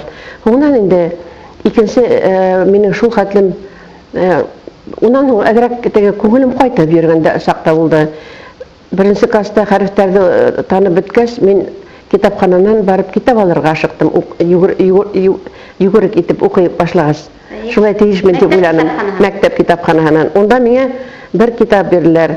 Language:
Bashkir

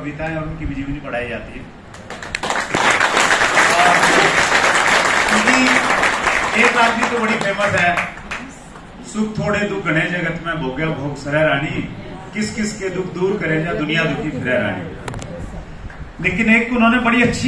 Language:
Hindi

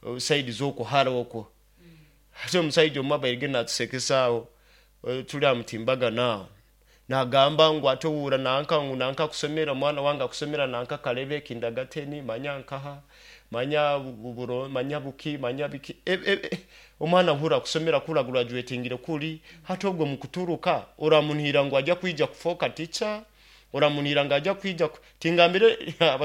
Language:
Nyoro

